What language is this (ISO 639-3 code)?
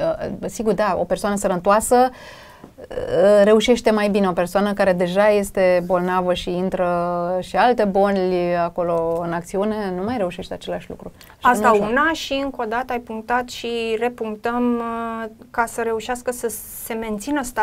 ron